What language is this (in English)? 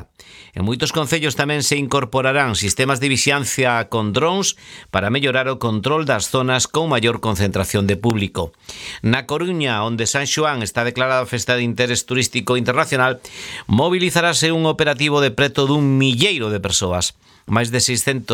Galician